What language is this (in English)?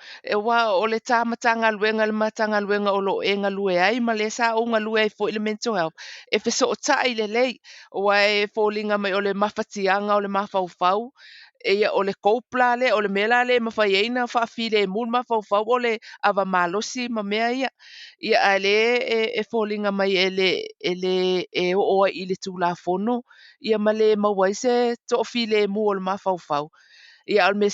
Samoan